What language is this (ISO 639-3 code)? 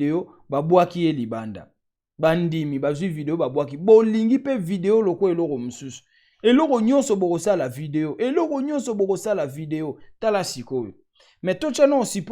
lin